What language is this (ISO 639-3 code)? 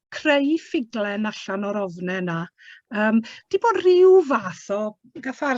cym